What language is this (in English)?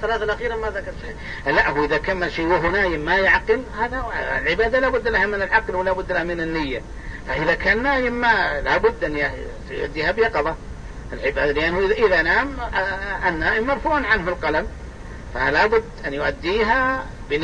Arabic